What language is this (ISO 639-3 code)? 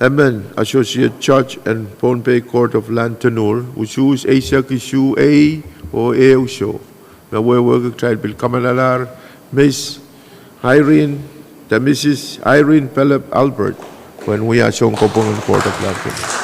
pon